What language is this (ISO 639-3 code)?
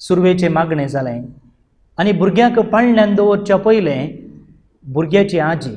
kok